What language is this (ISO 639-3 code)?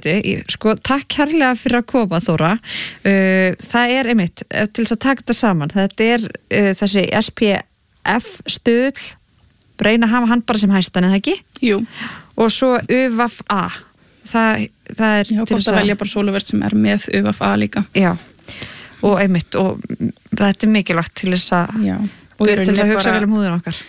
isl